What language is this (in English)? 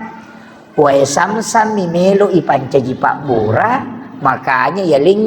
Buginese